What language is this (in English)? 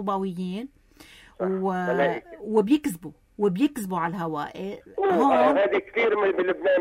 North Levantine Arabic